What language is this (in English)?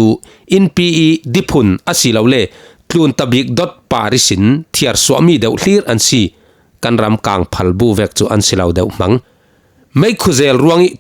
Falam Chin